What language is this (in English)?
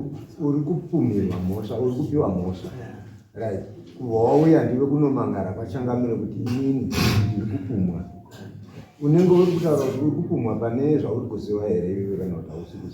Shona